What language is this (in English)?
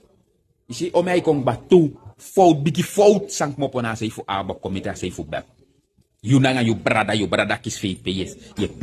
Sranan Tongo